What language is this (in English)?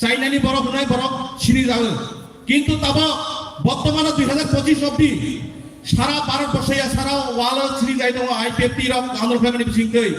Kok Borok